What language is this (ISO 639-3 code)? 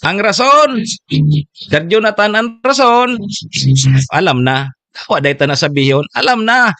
bik